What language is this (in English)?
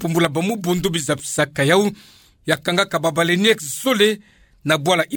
Kituba (Democratic Republic of Congo)